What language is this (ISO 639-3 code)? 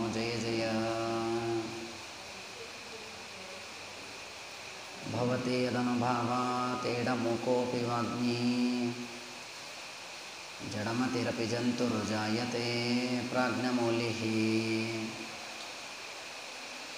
kan